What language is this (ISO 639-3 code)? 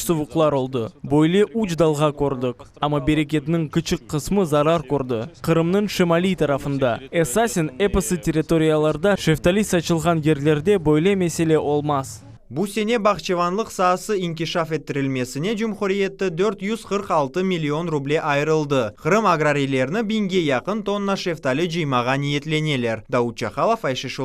crh